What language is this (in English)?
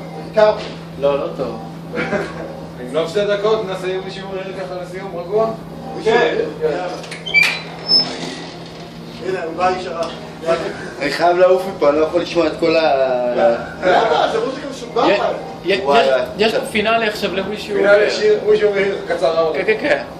Hebrew